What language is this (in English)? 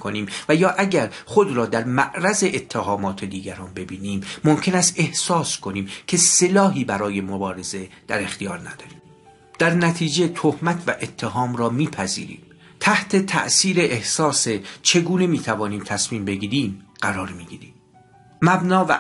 Persian